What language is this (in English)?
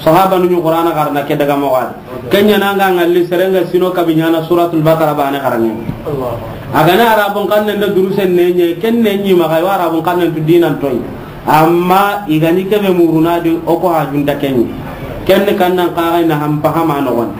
Soninke